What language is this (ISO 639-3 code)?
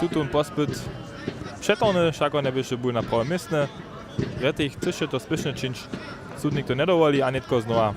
hsb